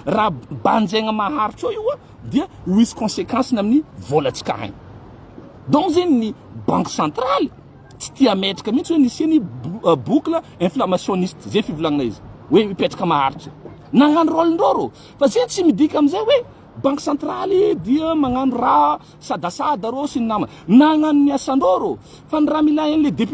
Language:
Malagasy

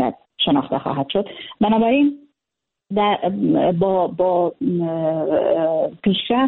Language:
Persian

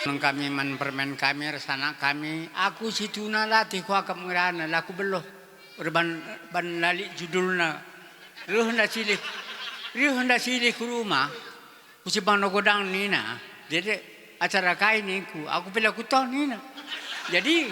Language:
Batak Karo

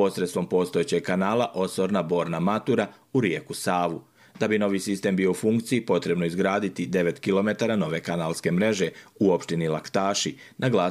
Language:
Croatian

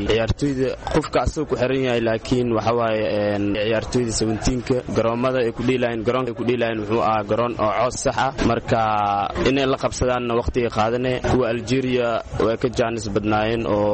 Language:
Somali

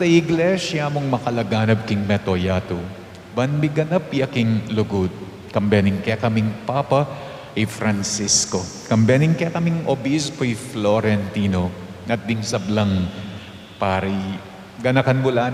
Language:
Pampanga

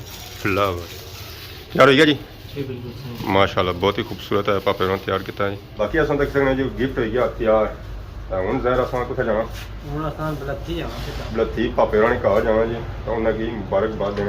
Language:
Pahari-Potwari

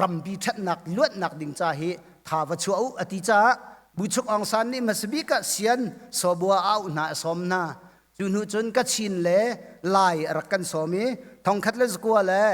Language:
Hakha Chin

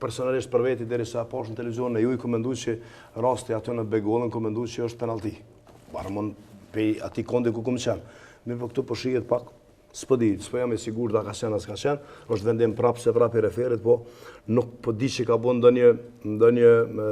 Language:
Albanian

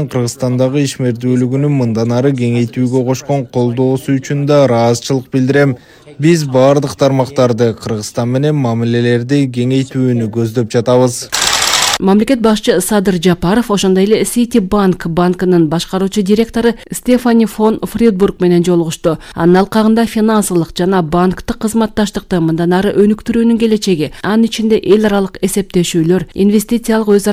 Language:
Kyrgyz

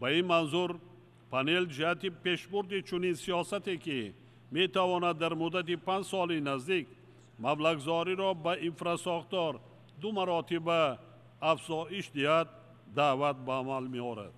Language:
Tajik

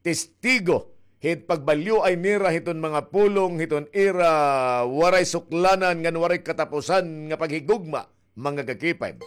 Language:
Waray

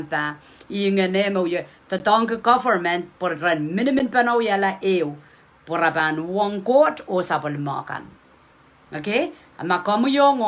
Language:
Pohnpeian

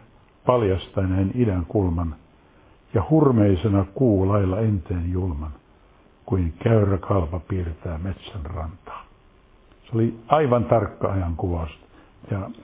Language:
Finnish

